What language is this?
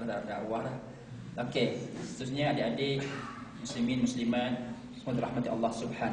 Malay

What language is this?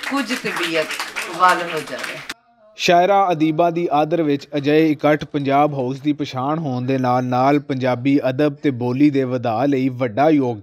Western Panjabi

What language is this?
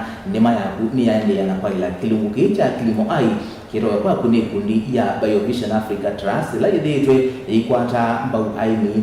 Kamba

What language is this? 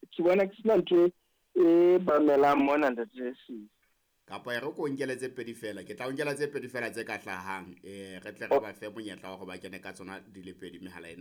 Southern Sotho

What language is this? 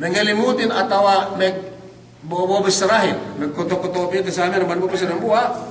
Yakan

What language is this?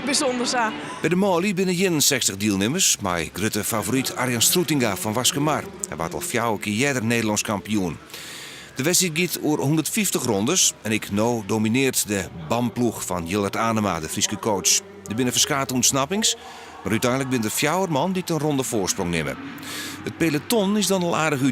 Western Frisian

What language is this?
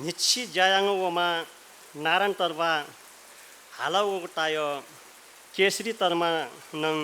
Newari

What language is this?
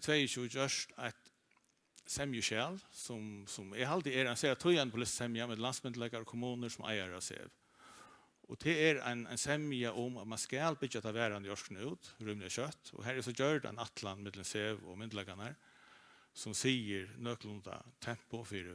Faroese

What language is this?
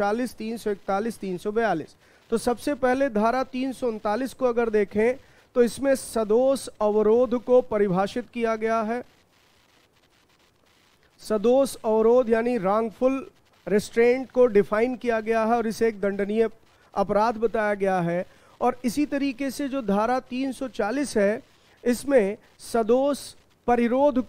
Hindi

